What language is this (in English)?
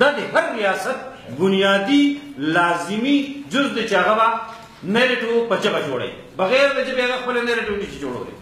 Pashto